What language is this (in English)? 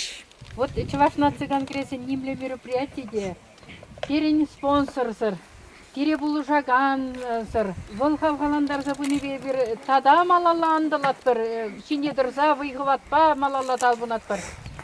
Chuvash